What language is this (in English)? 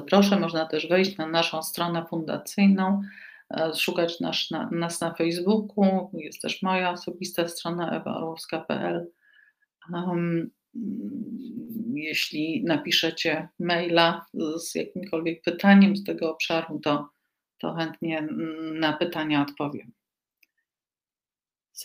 Polish